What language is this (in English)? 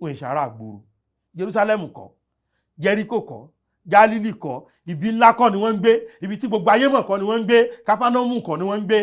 Yoruba